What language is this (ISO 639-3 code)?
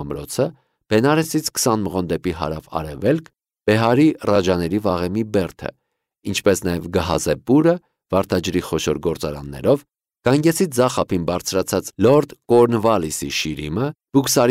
hye